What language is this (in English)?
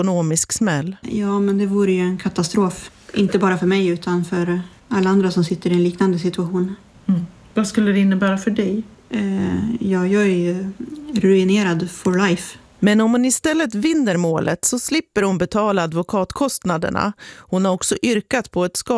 Swedish